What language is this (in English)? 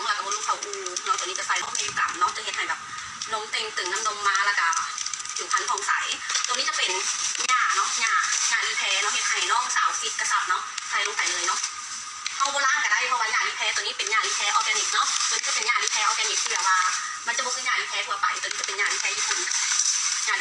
Lao